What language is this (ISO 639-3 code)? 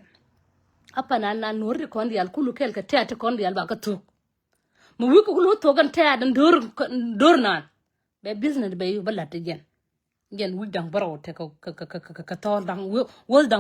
nus